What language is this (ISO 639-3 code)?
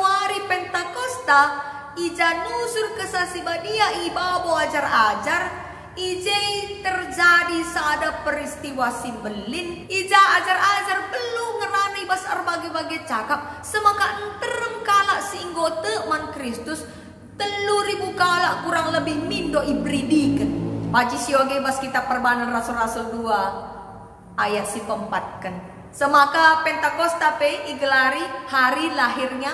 btx